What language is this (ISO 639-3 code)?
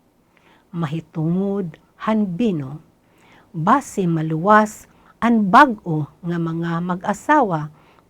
war